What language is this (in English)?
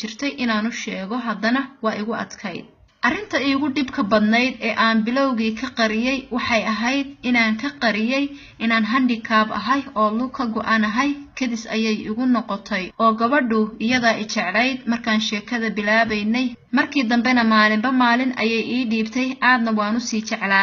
Somali